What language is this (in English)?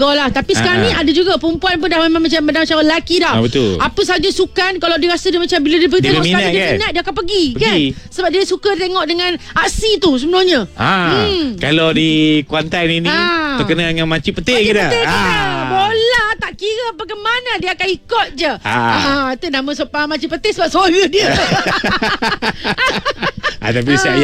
Malay